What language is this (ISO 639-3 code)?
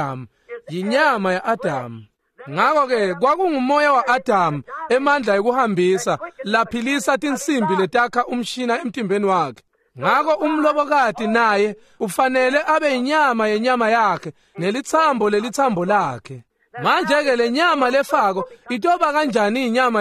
ssw